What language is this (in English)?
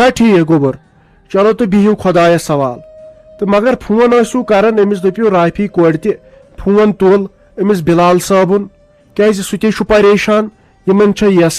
Kashmiri